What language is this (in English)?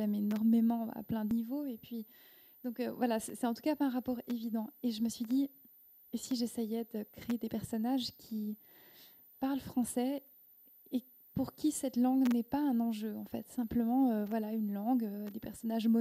French